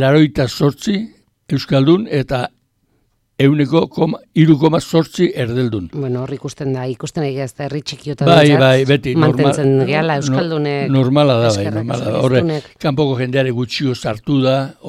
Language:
Basque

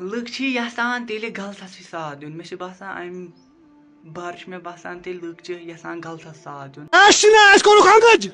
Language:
Kashmiri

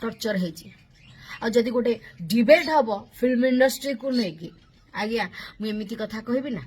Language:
Odia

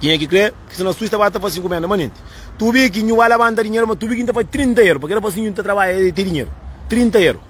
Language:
Kabuverdianu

